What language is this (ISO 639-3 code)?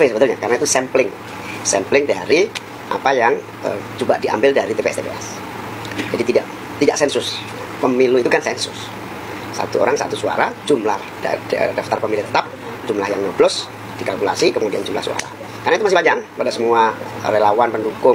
ind